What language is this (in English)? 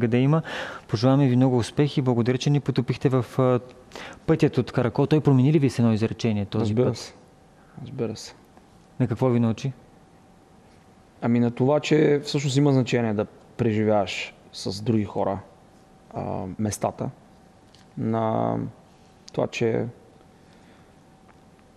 Bulgarian